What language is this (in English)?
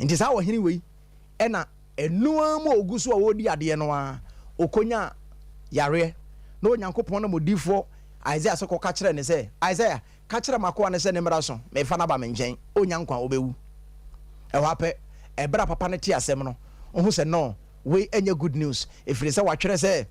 Akan